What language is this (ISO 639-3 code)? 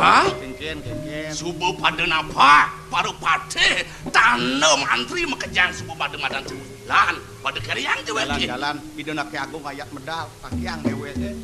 ban